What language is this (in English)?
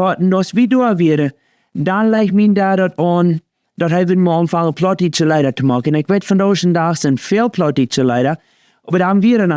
Plautdietsch